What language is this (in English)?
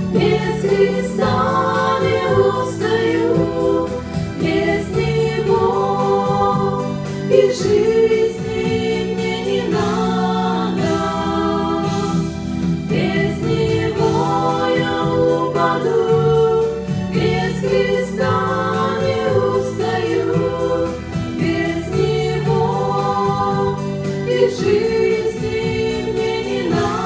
Russian